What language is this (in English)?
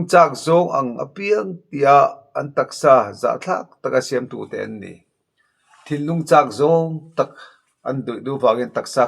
Mizo